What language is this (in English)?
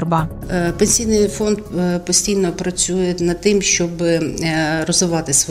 Ukrainian